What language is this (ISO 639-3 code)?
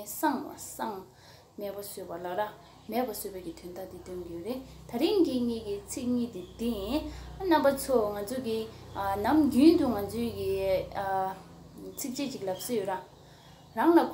bod